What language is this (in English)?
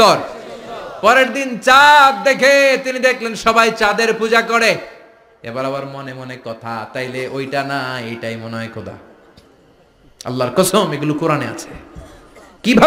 Bangla